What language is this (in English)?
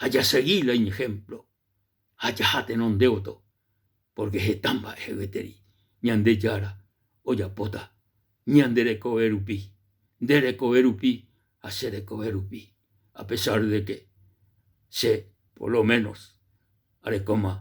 Guarani